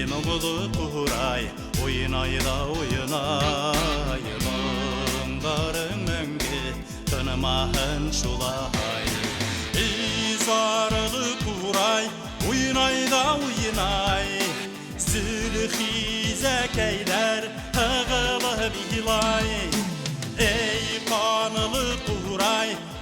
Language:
Bashkir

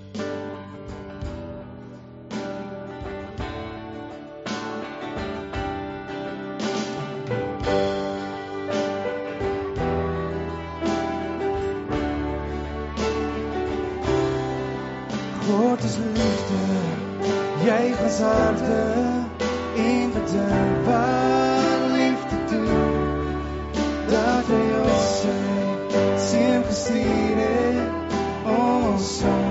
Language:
Afrikaans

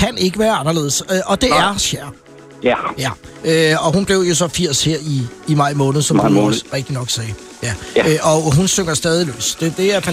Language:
Danish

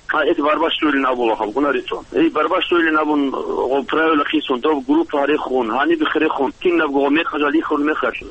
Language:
Avaric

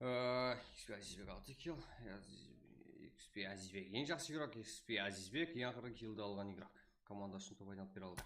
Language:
Kara-Kalpak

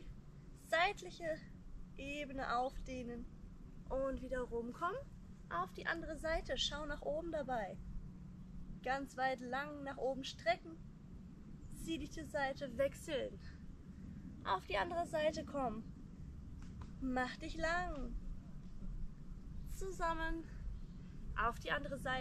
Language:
German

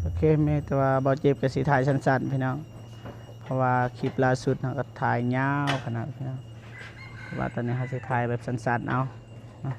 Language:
Lao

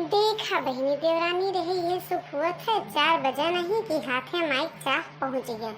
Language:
Awadhi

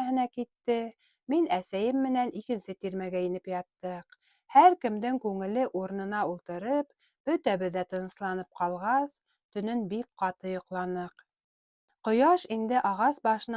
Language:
Bashkir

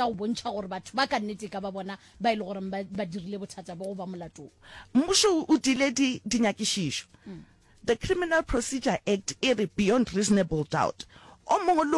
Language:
Northern Sotho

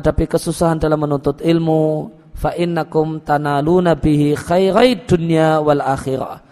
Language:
Indonesian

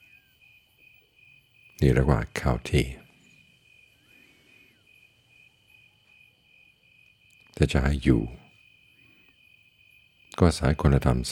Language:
Thai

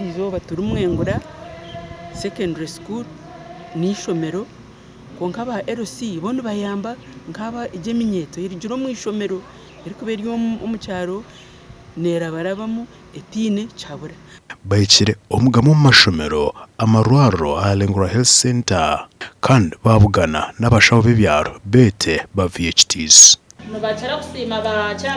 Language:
Nyankole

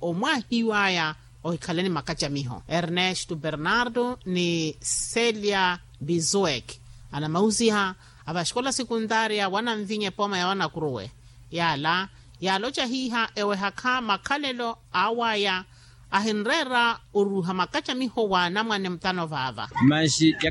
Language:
Makhuwa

